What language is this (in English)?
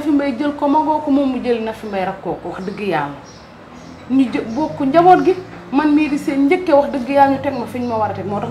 Wolof